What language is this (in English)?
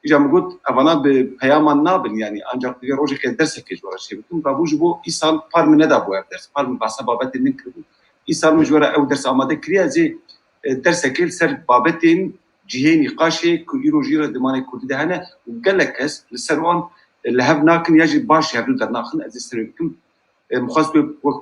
Kurdish